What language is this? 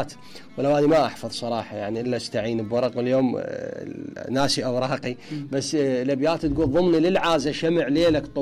Mesopotamian Arabic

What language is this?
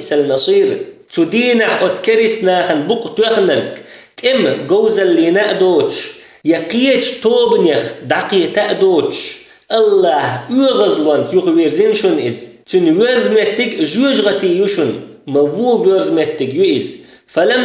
Chechen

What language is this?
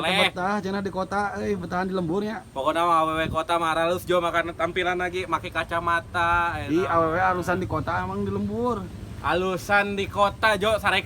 Sundanese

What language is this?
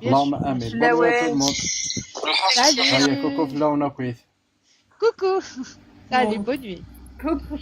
Kabyle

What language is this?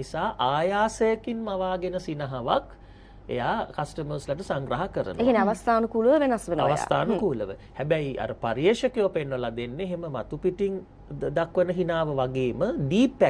Sinhala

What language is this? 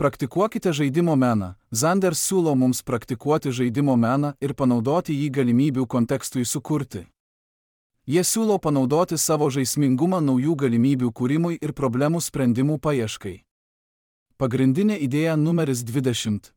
Lithuanian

